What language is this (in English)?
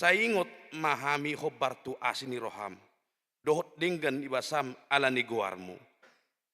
Batak Toba